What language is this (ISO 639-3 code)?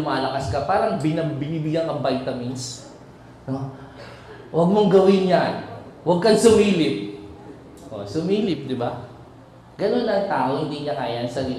fil